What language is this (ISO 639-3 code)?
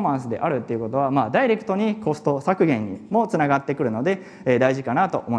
jpn